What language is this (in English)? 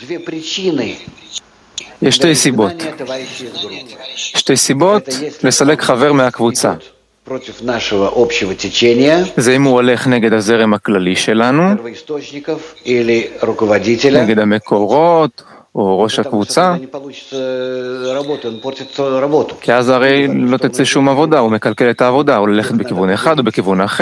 Hebrew